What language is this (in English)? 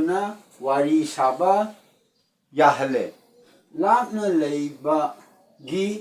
Manipuri